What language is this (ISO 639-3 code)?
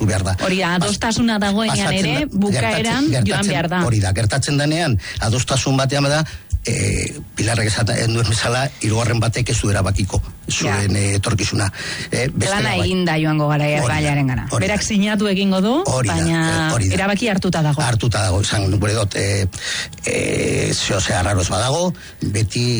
eus